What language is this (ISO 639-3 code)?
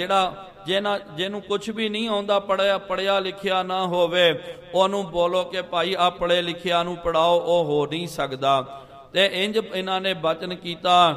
pan